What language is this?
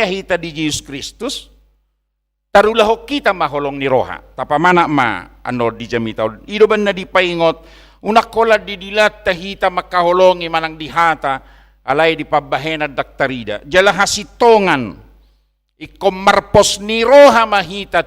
Batak Toba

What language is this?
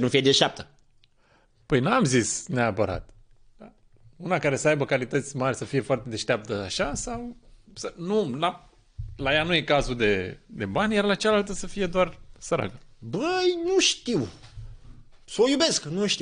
Romanian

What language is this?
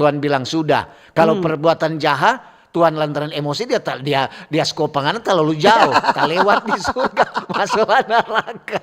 Manado Malay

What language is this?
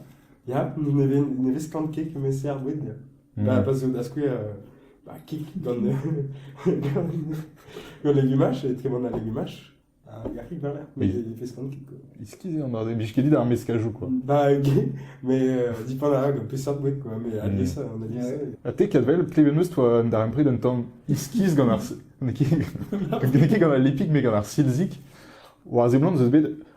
Breton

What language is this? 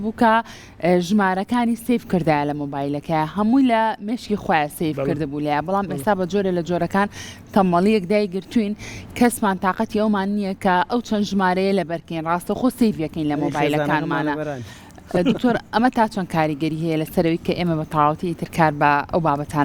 Central Kurdish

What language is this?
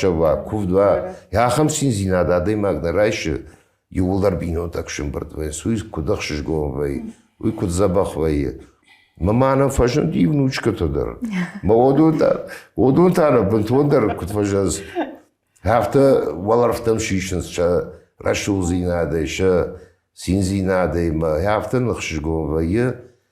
Ossetic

